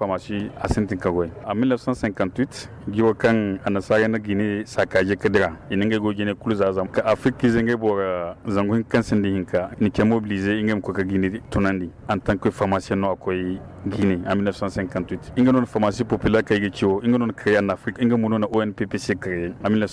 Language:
Zarma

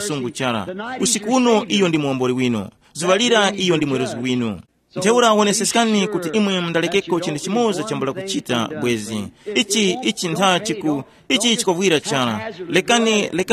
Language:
Tumbuka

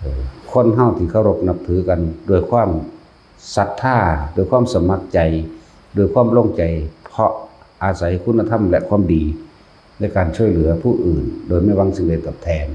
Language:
Northeastern Thai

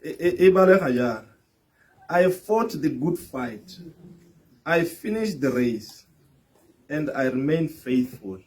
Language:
Tswana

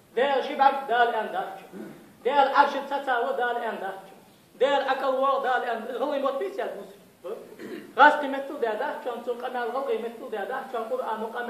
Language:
Ingush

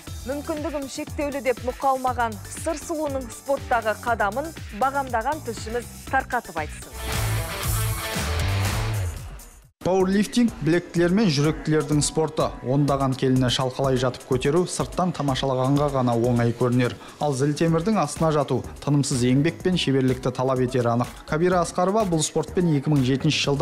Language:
Kazakh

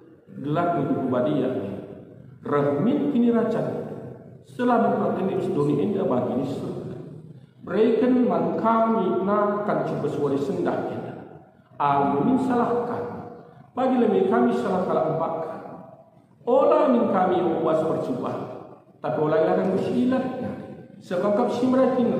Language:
Batak Karo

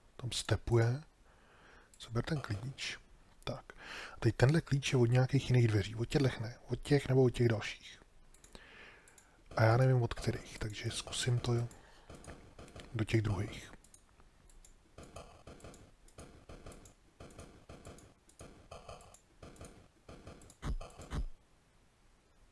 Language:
Czech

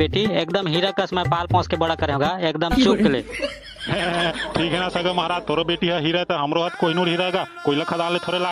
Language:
Chhattisgarhi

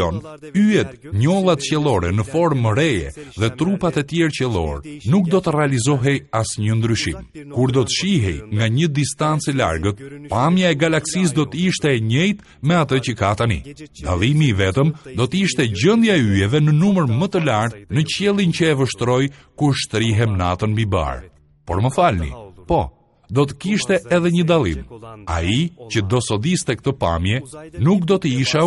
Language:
Albanian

